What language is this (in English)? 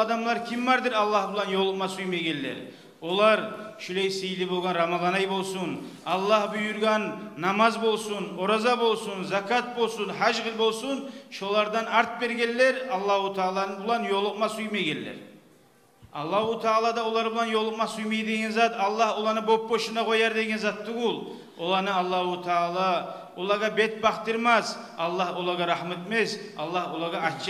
Kumyk